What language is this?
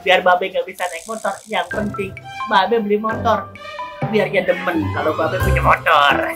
Betawi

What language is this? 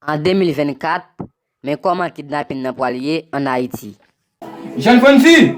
Haitian Creole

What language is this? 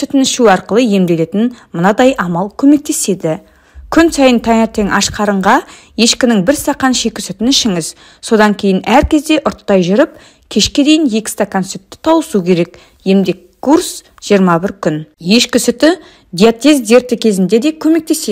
Kazakh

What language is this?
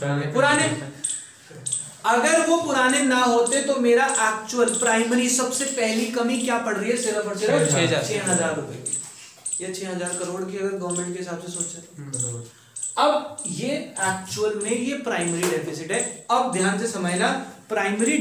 Hindi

